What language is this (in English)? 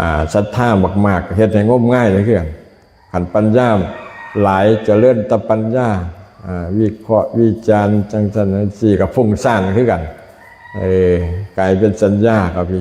Lao